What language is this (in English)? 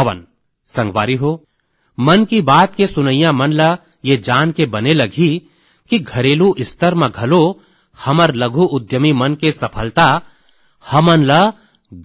Chhattisgarhi